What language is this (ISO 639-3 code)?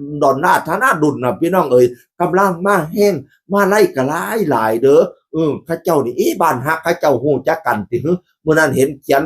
tts